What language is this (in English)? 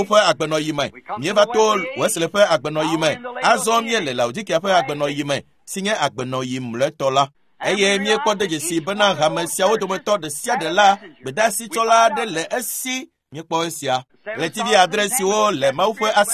Ewe